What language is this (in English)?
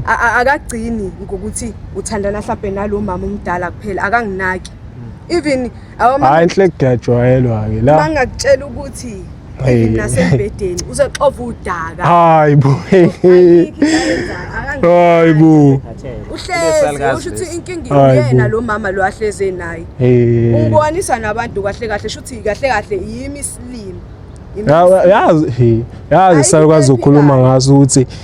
Zulu